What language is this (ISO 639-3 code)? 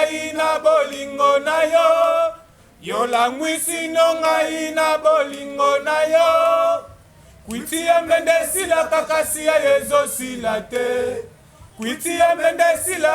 lin